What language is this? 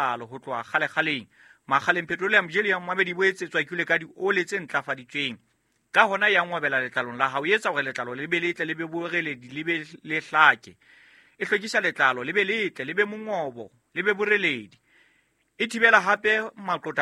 Southern Sotho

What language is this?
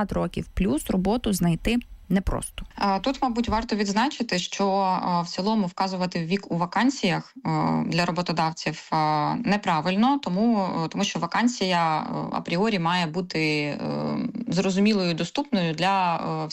Ukrainian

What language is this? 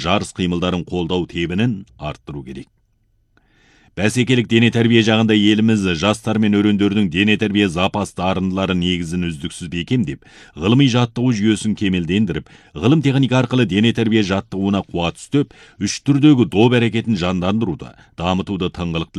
Kazakh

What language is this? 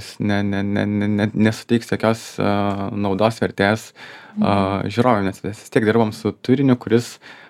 Lithuanian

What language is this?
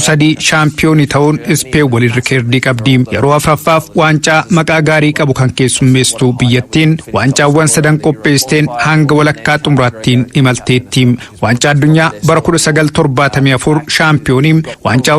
Oromo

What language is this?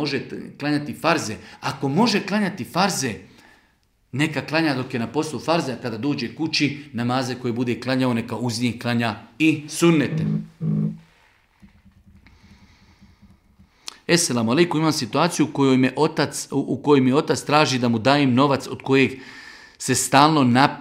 Bosnian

